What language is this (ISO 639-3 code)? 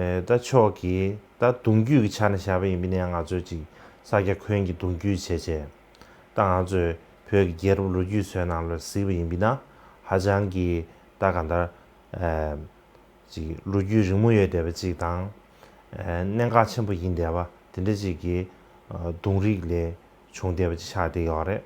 bod